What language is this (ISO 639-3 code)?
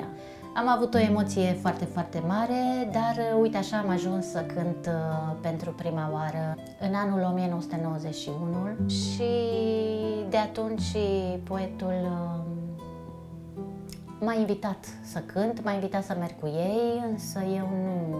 ron